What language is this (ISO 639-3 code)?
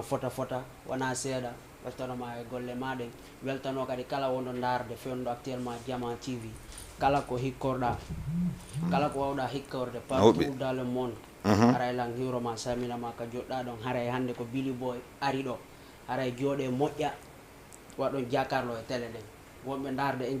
ful